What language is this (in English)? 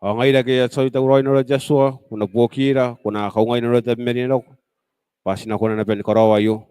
Gilbertese